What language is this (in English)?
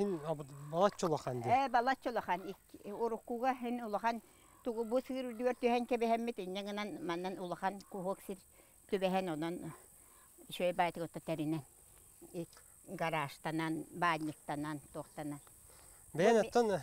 Yakut